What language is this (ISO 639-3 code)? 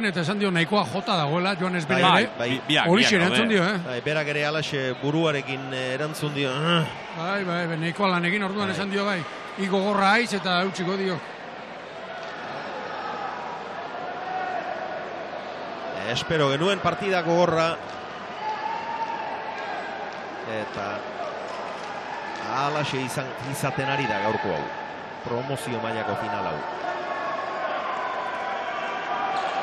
eus